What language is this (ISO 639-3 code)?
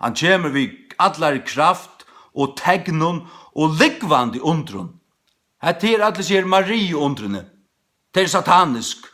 fao